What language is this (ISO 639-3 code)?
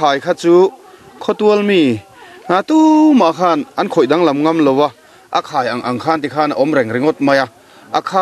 lus